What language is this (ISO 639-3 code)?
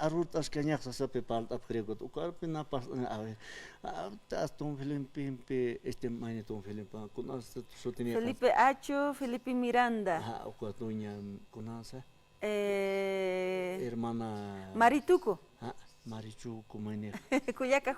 aym